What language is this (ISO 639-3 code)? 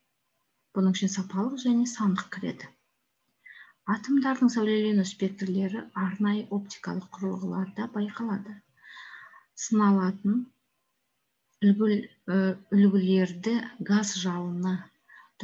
kaz